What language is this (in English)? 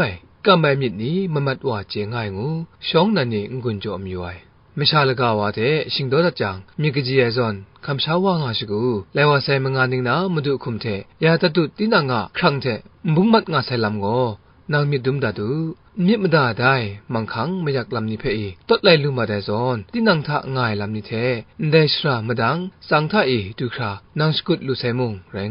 Kachin